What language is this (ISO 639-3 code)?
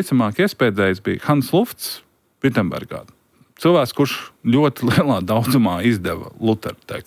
lav